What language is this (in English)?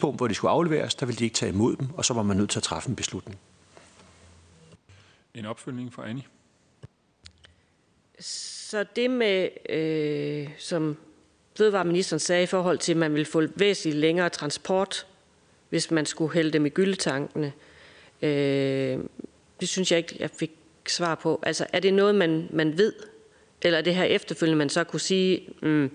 Danish